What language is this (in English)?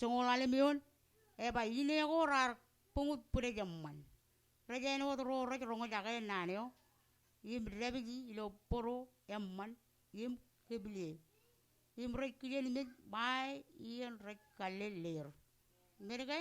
Marshallese